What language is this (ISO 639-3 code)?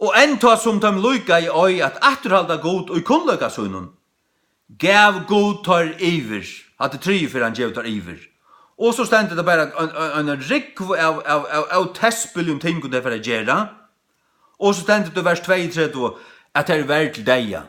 fao